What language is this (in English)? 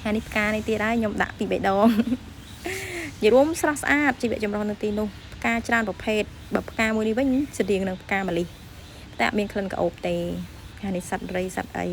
Khmer